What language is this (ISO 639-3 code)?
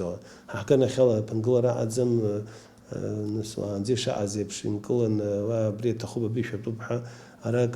abk